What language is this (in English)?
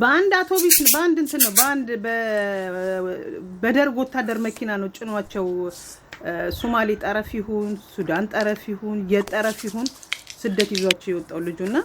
Amharic